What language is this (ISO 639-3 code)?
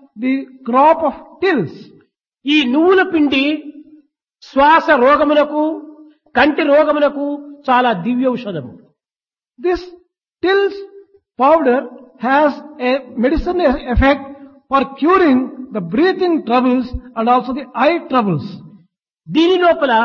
tel